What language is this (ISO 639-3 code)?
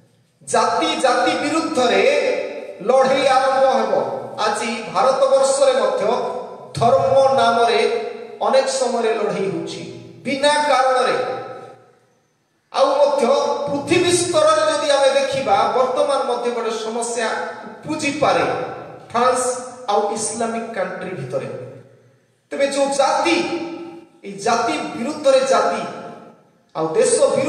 ori